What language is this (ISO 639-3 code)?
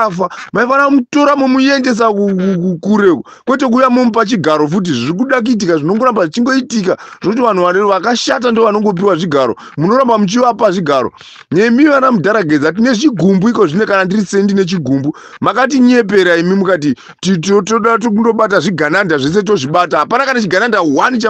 sna